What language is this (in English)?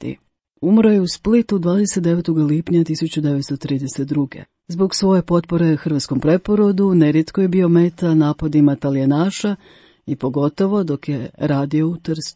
Croatian